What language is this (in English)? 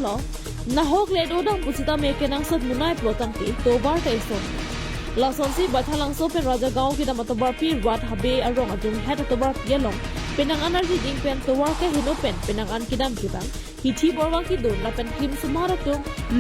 Karbi